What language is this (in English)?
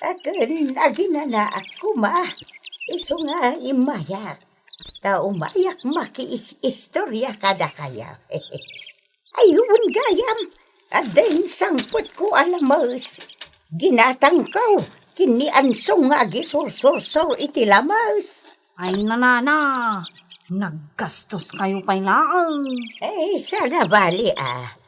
Iloko